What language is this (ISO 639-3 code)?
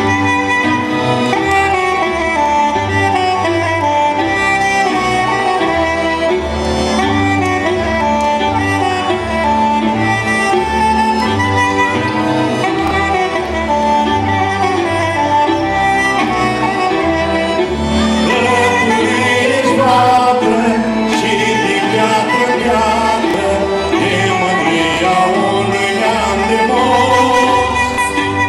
ron